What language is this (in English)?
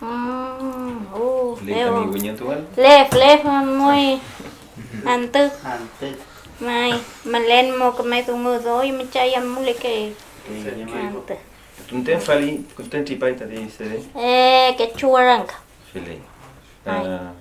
Mapuche